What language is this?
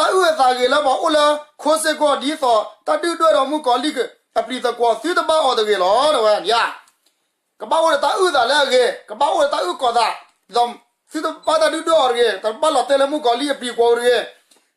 S'gaw Karen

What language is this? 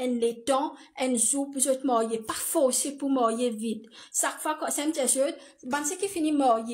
Morisyen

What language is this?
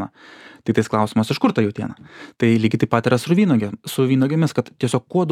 Lithuanian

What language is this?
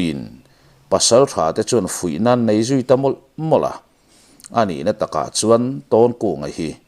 Mizo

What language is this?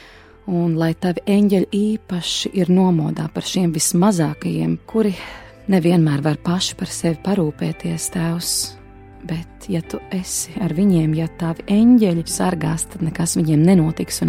Latvian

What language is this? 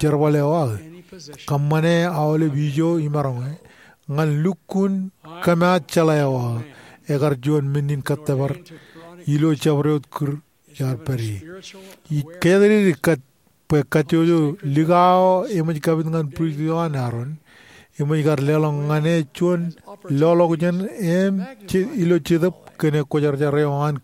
Marshallese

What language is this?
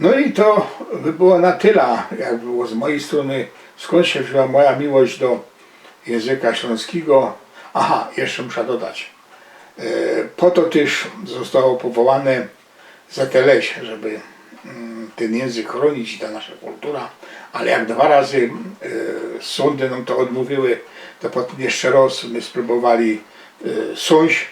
Silesian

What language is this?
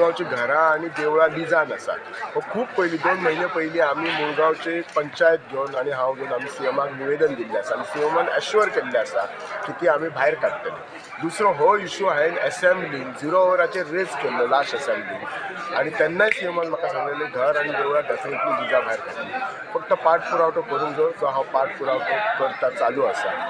Konkani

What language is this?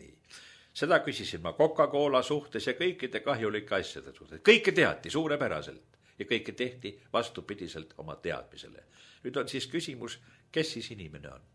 Estonian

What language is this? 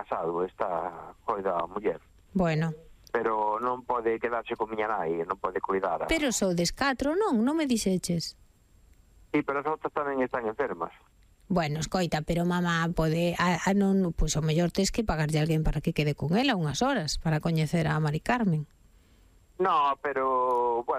Galician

